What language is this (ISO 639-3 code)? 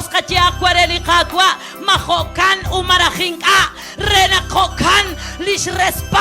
kek